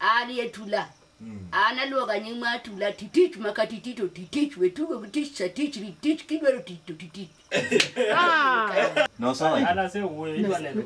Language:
Luo (Kenya and Tanzania)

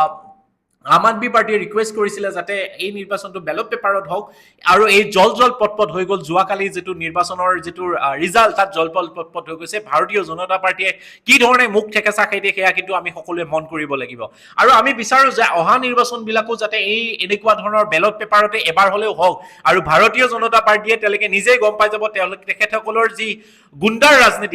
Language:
Assamese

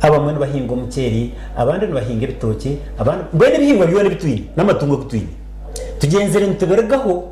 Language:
Nyankole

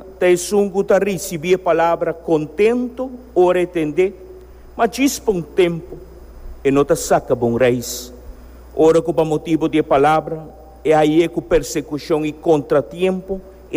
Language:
Papiamento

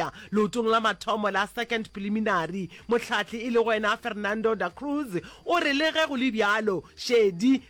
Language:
Northern Sotho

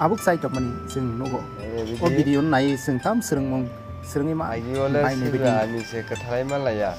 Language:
Kok Borok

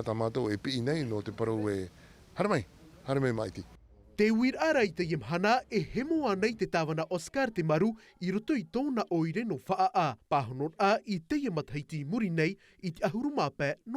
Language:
Tahitian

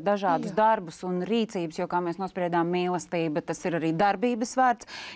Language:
Latvian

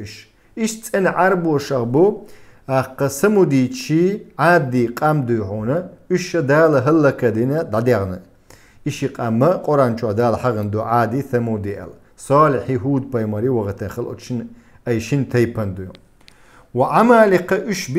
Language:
Chechen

